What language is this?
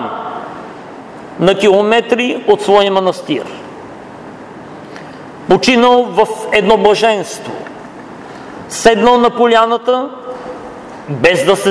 Bulgarian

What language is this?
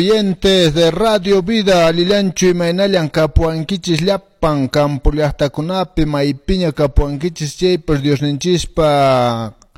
Quechua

